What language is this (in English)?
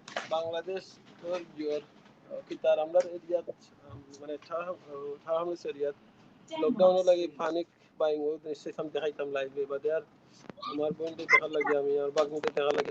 Sylheti